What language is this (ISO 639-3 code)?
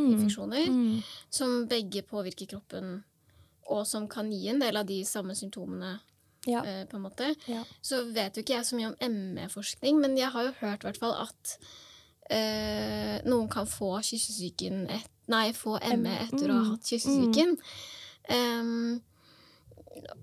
nor